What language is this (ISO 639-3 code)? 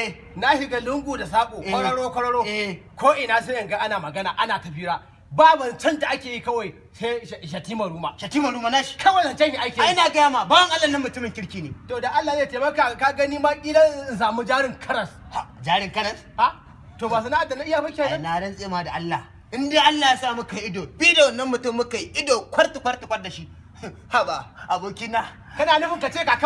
hau